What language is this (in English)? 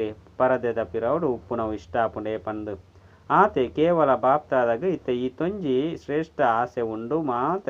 Tulu